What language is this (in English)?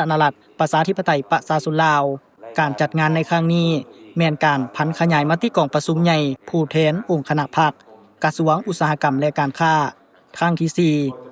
Lao